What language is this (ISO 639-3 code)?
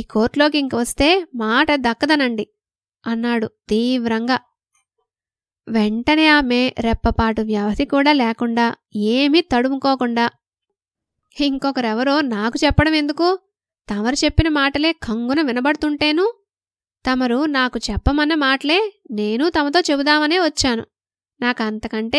tel